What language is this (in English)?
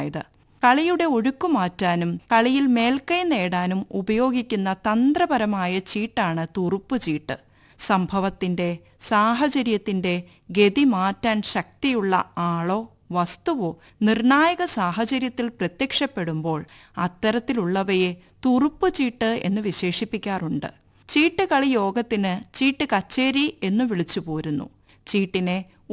Malayalam